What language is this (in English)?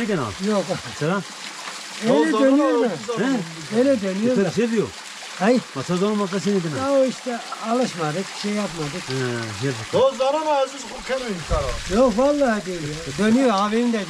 Zaza